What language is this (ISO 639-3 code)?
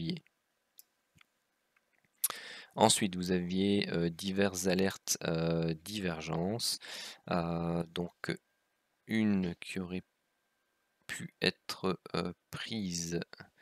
fra